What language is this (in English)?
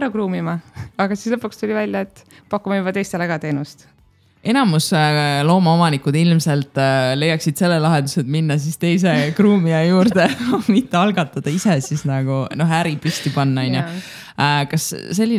Estonian